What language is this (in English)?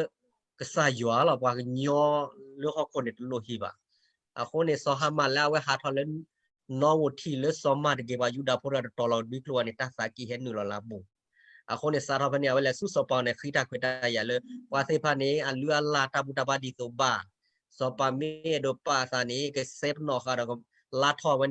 S'gaw Karen